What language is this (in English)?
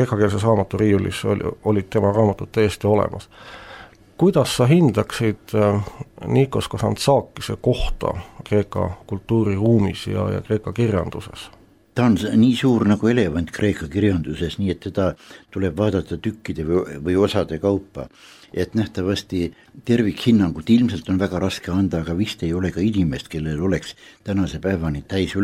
Estonian